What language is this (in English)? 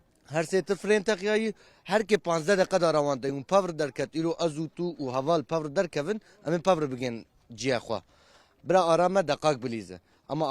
Kurdish